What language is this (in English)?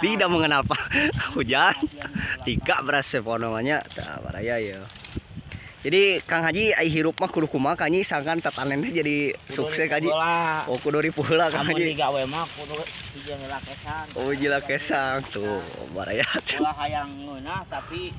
Sundanese